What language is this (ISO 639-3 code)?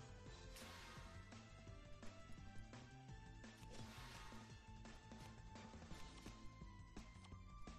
eng